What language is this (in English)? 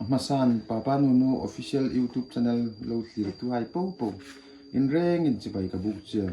Hmar